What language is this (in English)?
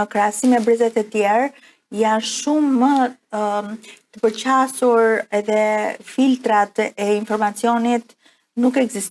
Albanian